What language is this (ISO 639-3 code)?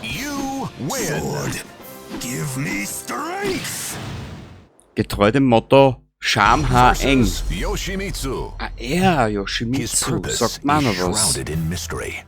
bar